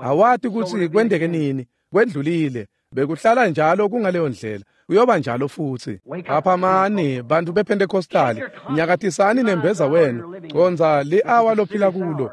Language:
Swati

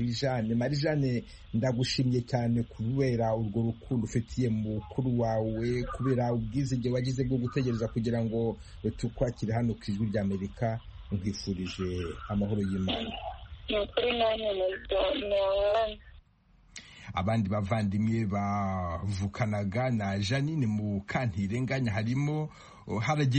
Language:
Kinyarwanda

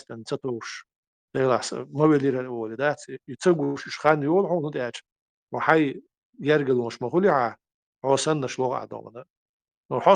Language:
Chechen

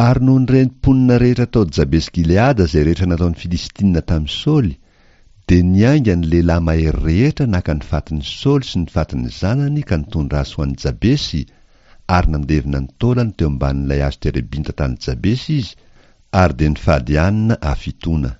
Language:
Malagasy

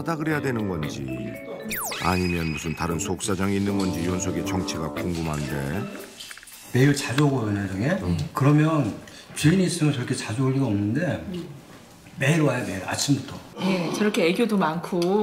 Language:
Korean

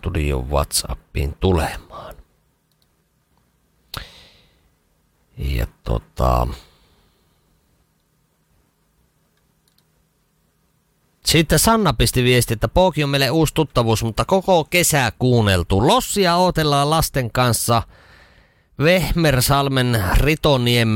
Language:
Finnish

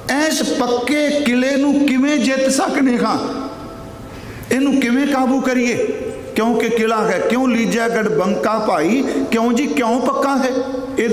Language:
Punjabi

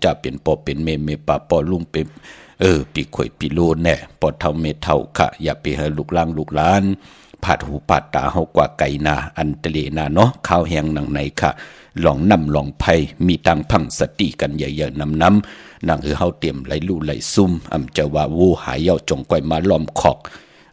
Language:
Shan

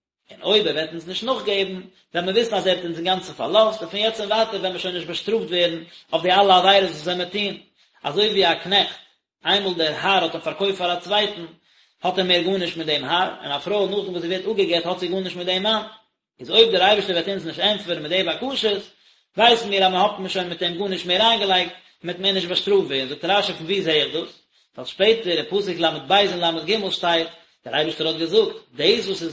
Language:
Yiddish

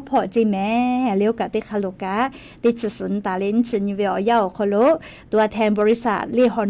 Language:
Lahu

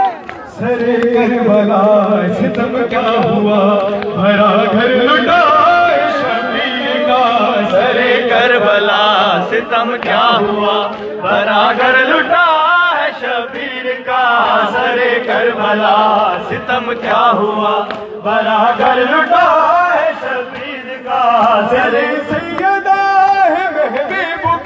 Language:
Urdu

